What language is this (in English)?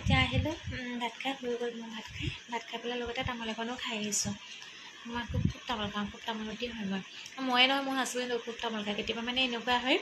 Assamese